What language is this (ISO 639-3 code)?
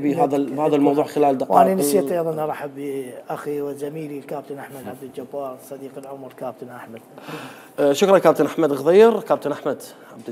acm